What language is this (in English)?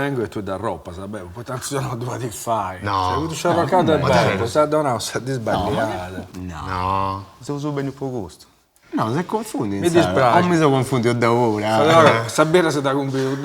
Sardinian